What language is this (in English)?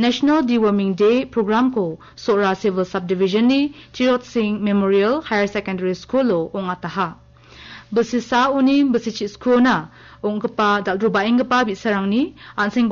Garo